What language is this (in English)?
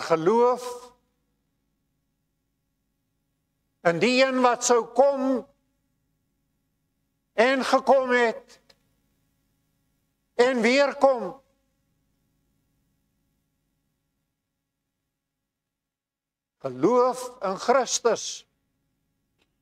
Afrikaans